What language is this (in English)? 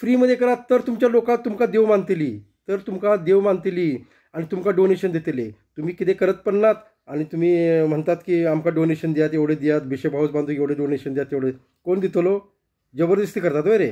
Konkani